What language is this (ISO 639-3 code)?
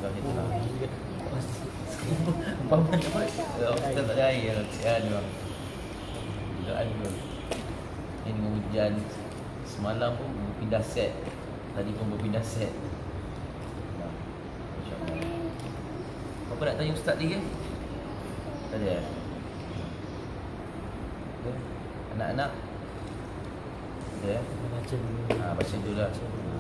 msa